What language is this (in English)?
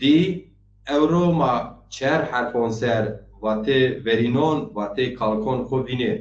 Zaza